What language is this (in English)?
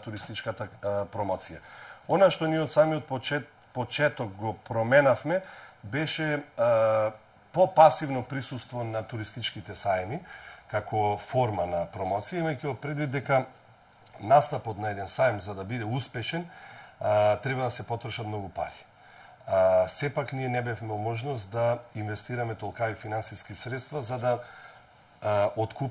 Macedonian